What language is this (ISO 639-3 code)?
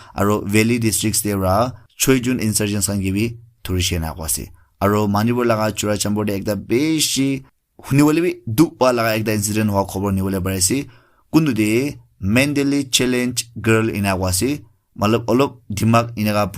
nag